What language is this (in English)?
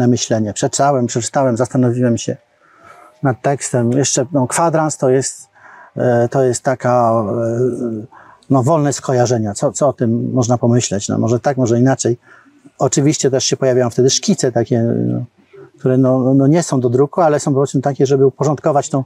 Polish